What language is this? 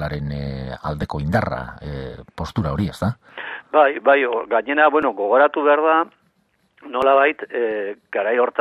Basque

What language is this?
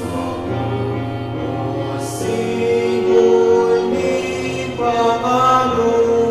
Pampanga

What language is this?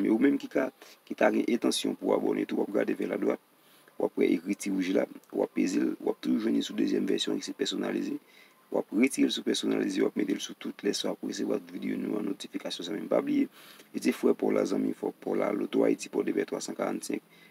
Haitian Creole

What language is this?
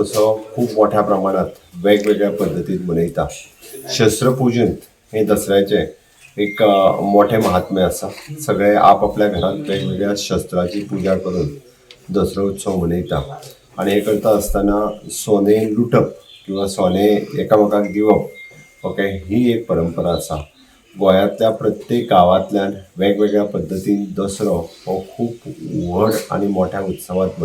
Konkani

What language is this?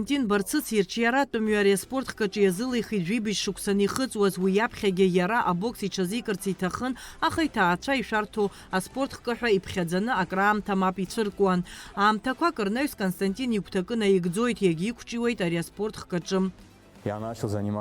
Abkhazian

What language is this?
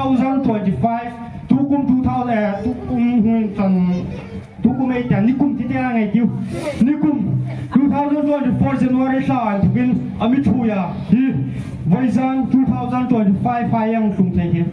Hmar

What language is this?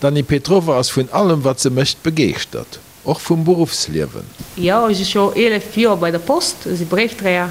Luxembourgish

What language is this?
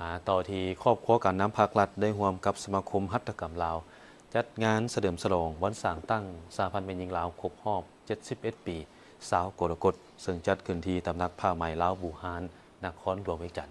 Lao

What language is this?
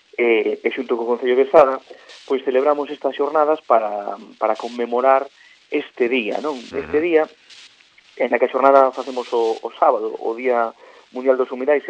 Galician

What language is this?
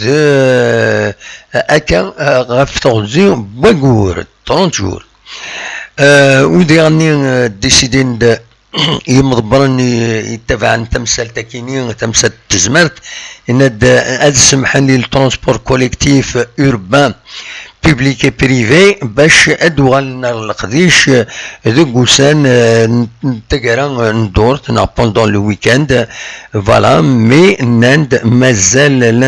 Kabyle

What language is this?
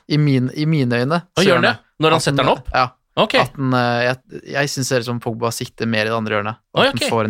Norwegian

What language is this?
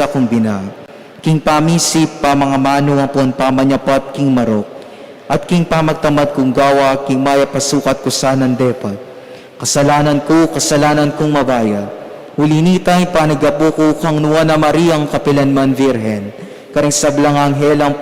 Pampanga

